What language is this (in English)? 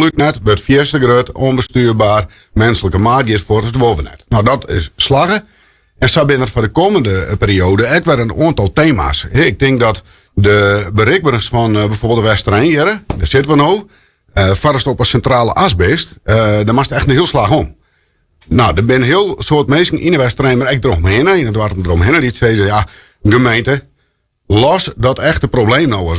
Western Frisian